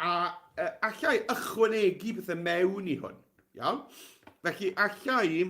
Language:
Welsh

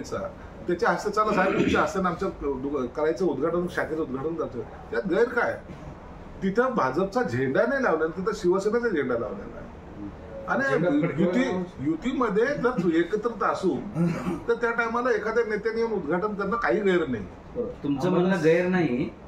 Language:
Marathi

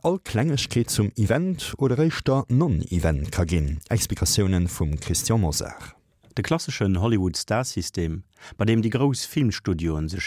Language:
Luxembourgish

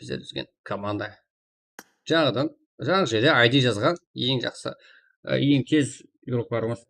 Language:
Kara-Kalpak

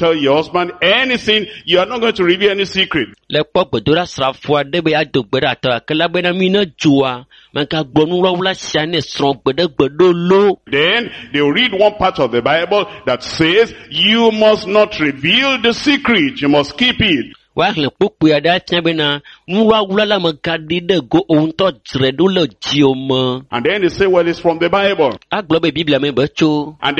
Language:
Ewe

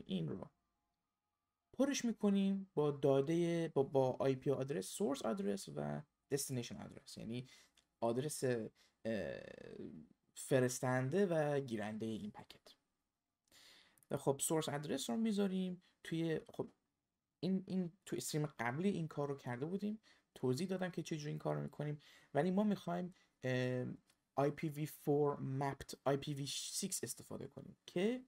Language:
Persian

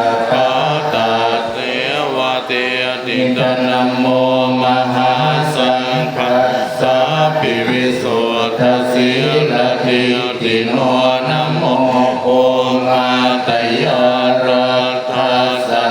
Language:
Pali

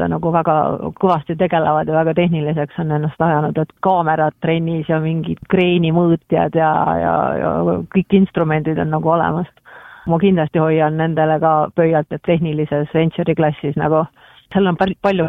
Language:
Estonian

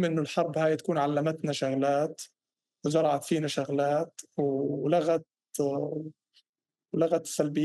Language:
North Levantine Arabic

